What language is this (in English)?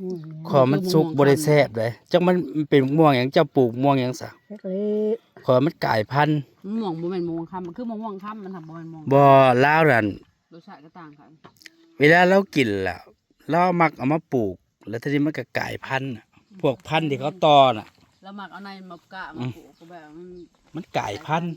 Northeastern Thai